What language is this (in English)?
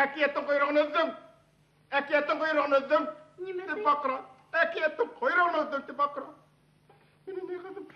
Bashkir